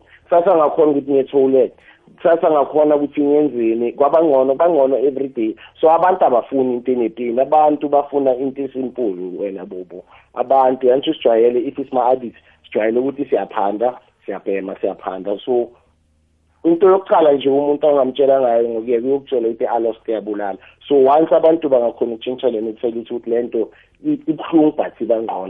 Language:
South Ndebele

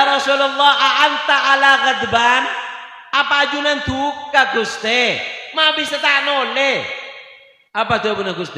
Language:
Madurese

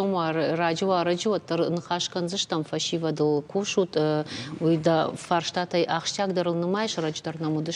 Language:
Ossetic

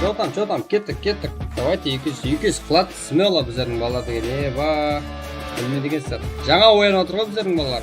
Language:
Kara-Kalpak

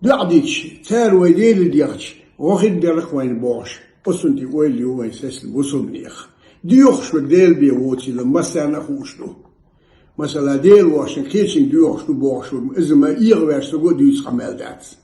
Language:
Ingush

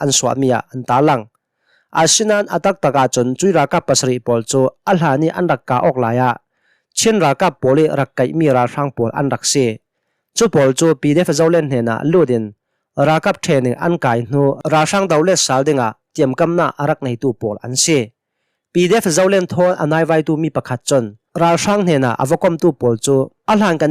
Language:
Hakha Chin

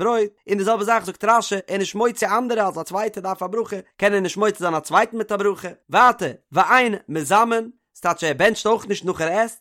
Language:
Yiddish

